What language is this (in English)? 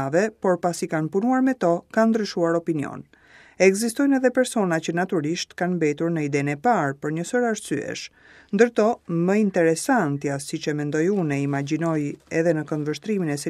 Albanian